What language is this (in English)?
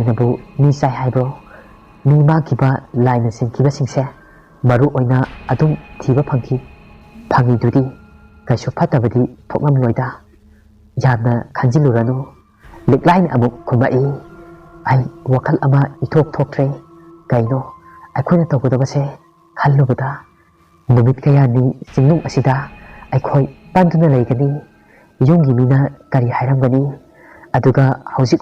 Manipuri